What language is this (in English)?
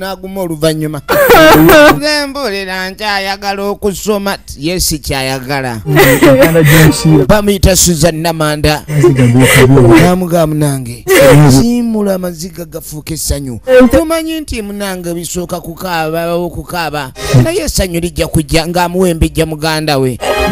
Ganda